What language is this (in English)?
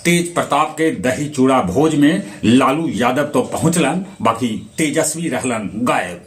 Magahi